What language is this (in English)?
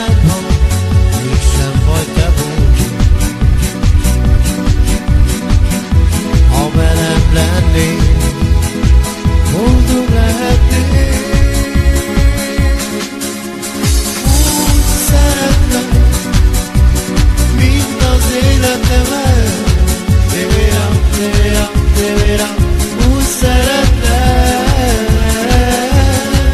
Hungarian